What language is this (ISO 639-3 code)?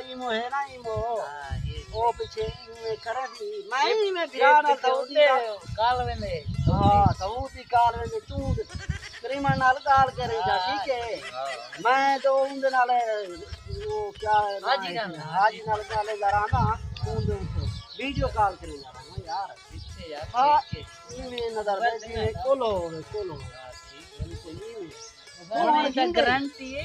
skr